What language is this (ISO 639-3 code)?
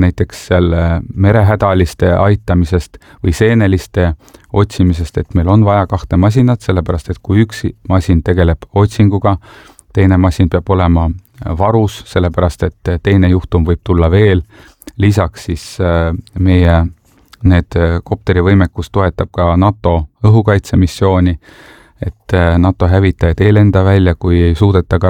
est